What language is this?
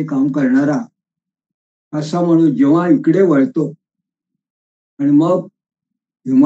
Marathi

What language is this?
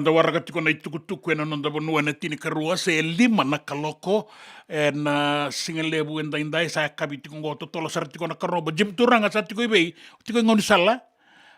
Fijian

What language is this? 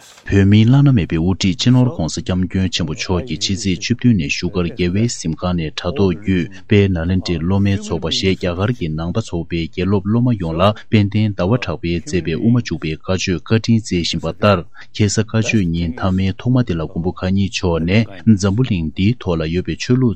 Tibetan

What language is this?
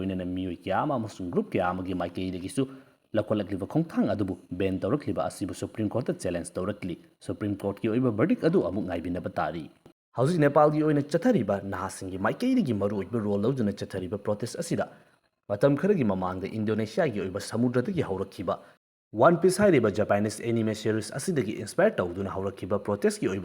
Manipuri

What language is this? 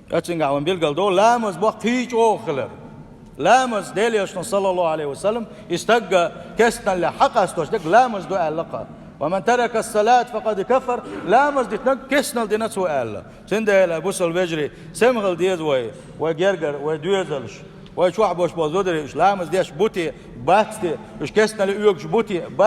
Chechen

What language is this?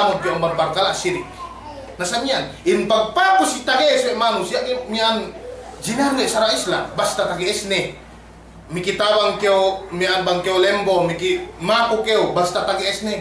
Yakan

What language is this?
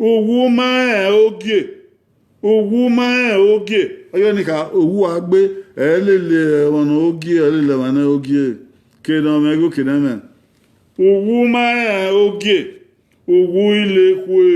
Bini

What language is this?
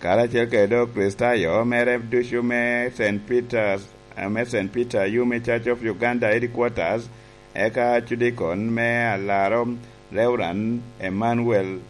Lango (Uganda)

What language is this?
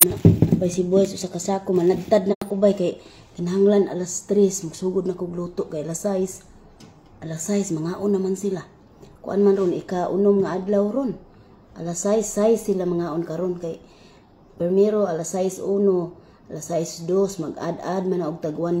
Cebuano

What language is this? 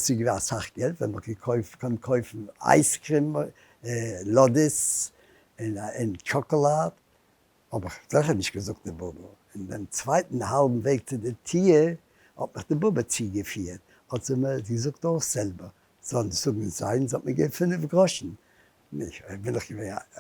Yiddish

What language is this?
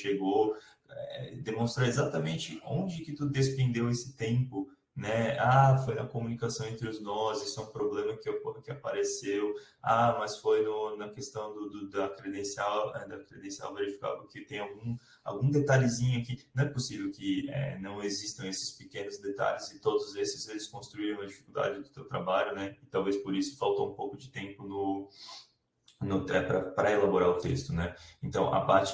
Portuguese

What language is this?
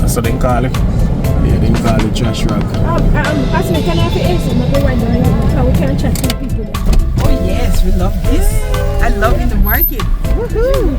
Jamaican Creole English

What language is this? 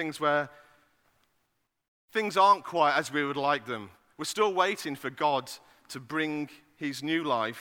English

